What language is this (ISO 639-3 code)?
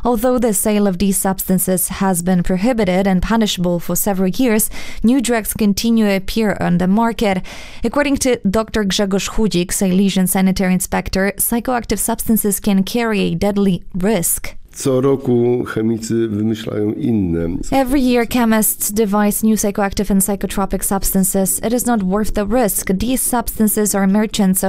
eng